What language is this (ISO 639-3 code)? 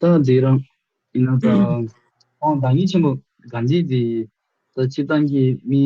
bod